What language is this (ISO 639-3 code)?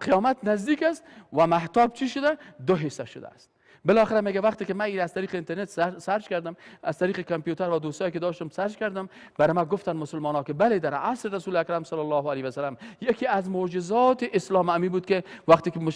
fas